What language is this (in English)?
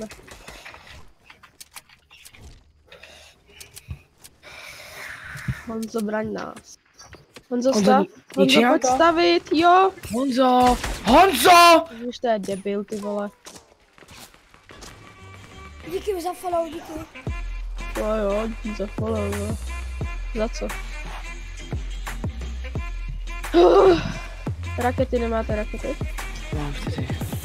Czech